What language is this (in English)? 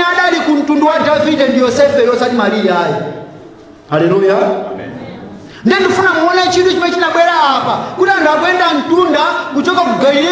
Nyanja